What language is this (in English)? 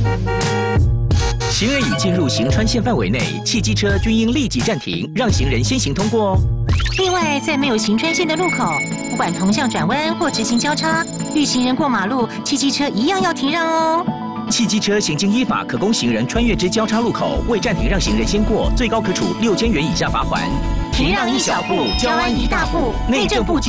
Chinese